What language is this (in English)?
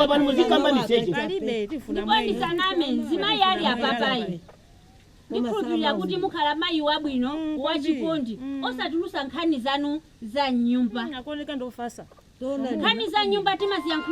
Nyanja